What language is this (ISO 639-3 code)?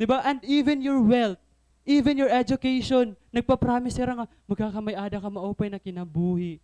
war